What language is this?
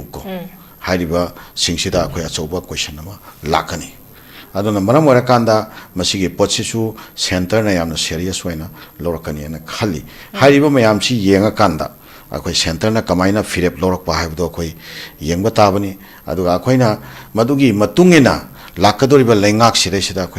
Manipuri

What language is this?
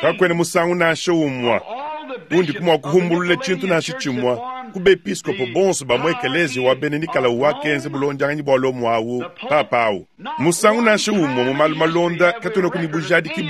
Luba-Lulua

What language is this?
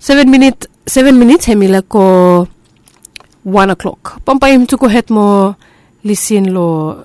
Bislama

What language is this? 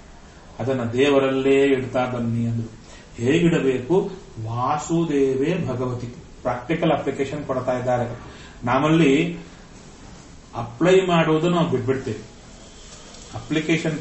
Kannada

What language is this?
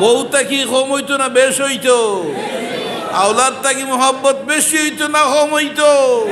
Sylheti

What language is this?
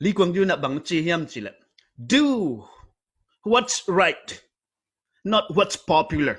Tedim Chin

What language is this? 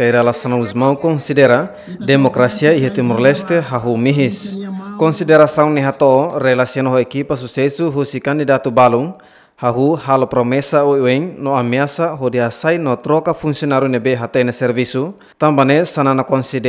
Tetum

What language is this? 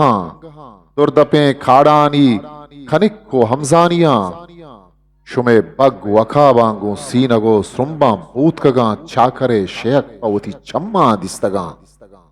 Eastern Balochi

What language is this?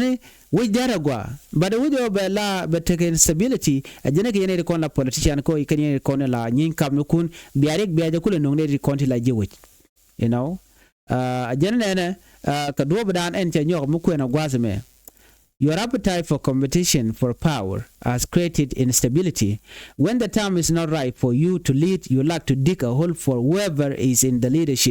Nuer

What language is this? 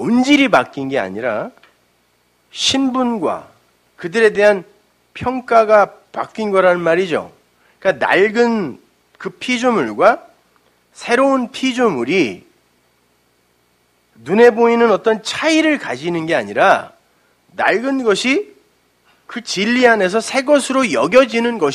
Korean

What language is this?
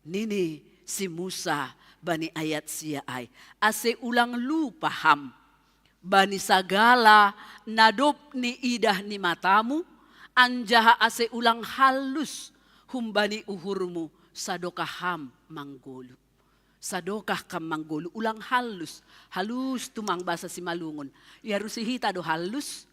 Batak Simalungun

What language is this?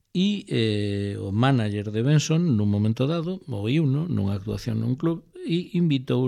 Galician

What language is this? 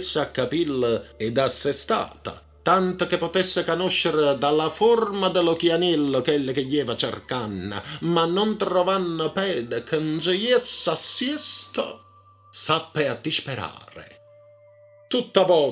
Neapolitan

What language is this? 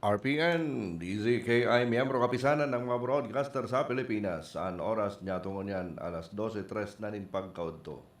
Bikol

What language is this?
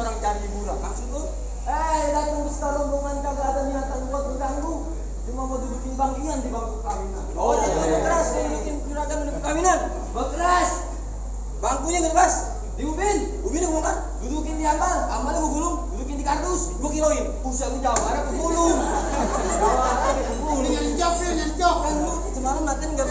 Betawi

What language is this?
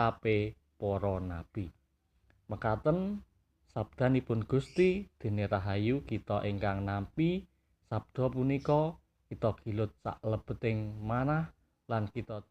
Javanese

